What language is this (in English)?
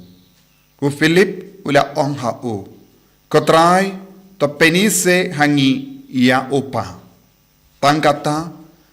Khasi